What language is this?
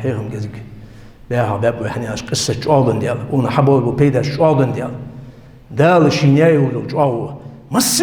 Ingush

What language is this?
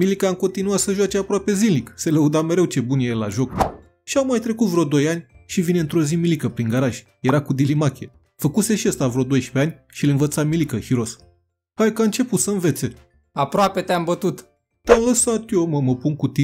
Romanian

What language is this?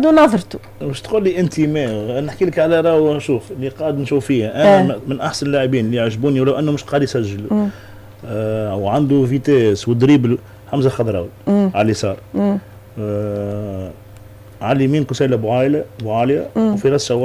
Tunisian Arabic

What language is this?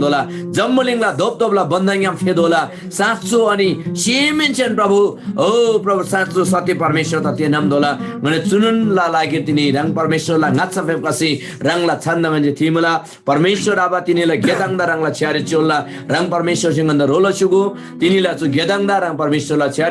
Eastern Tamang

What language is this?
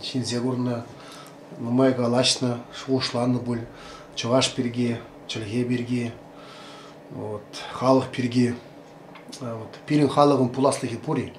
Chuvash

